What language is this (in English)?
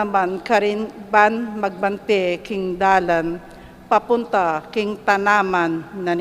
Pampanga